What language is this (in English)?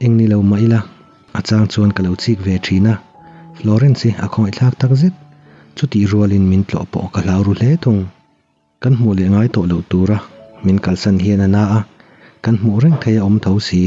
Mizo